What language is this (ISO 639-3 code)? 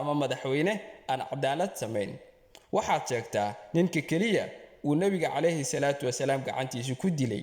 som